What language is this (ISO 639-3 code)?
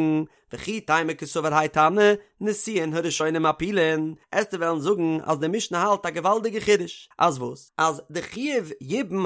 yid